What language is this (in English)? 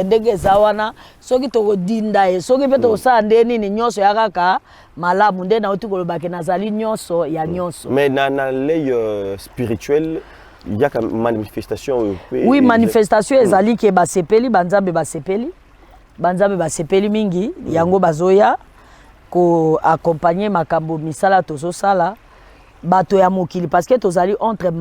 Lingala